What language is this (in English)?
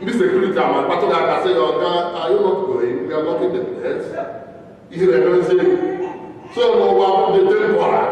Igbo